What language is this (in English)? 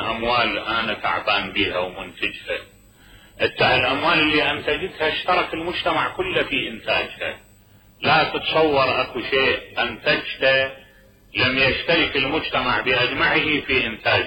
Mesopotamian Arabic